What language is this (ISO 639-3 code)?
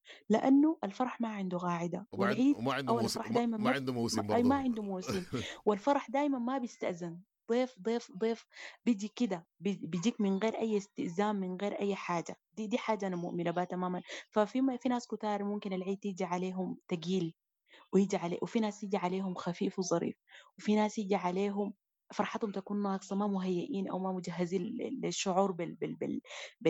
apd